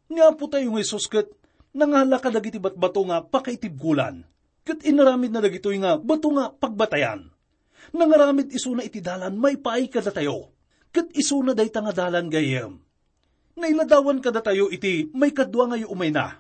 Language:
Iloko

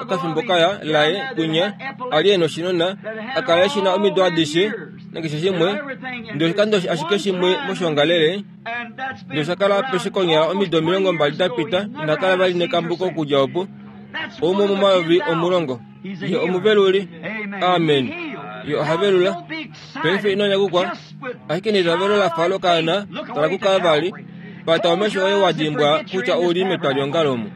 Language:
Kuanyama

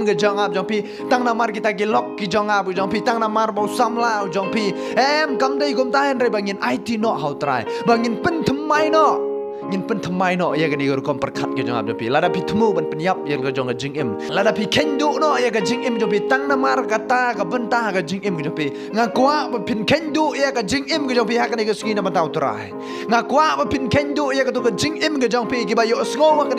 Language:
Khasi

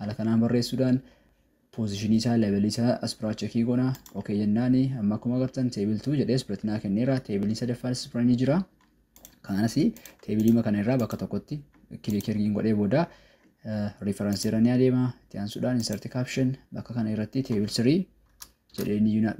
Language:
Oromo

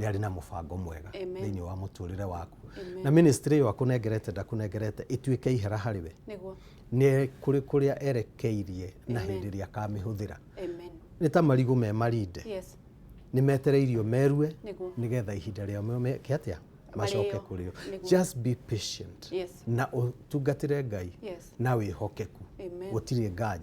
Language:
Kikuyu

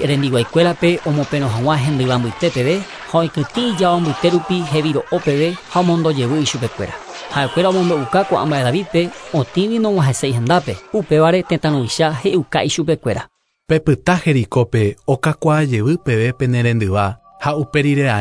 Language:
Guarani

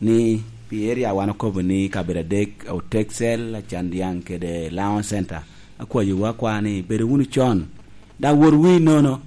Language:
Lango (Uganda)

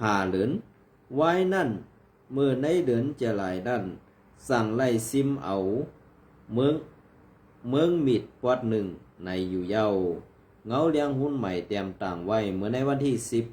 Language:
Shan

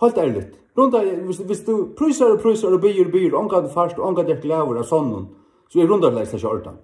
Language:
Faroese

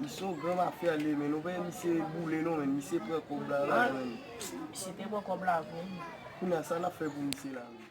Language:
Haitian Creole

